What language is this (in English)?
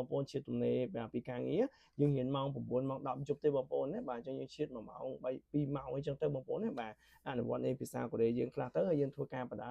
Khmer